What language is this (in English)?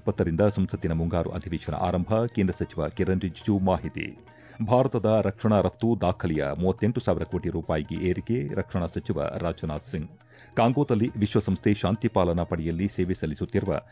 Kannada